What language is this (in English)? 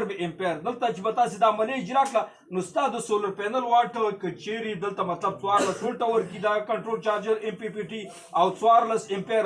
Pashto